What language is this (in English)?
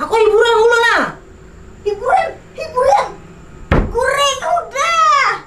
Banjar